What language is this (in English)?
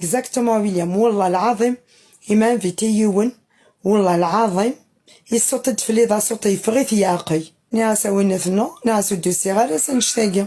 Kabyle